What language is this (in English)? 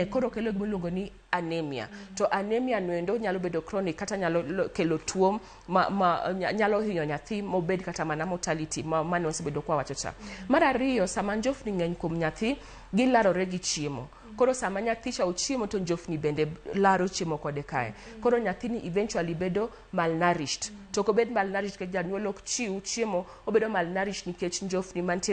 Luo (Kenya and Tanzania)